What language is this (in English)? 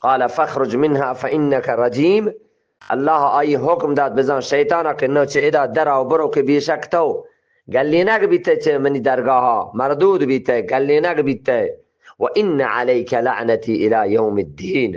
Eastern Balochi